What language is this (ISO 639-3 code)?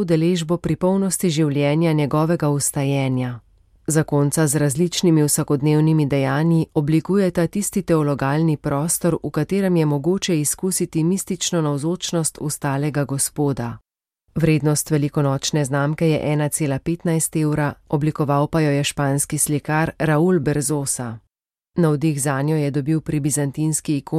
slv